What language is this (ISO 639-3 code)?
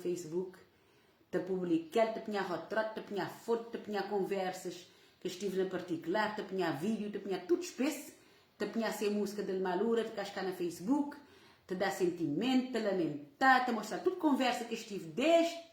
kea